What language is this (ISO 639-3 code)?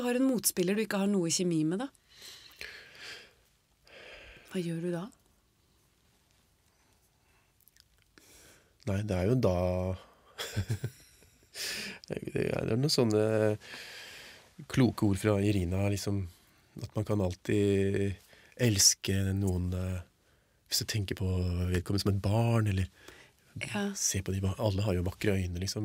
nor